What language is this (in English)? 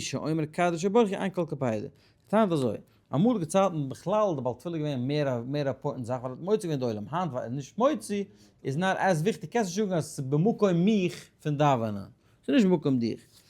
Yiddish